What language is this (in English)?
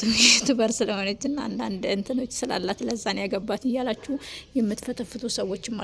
Amharic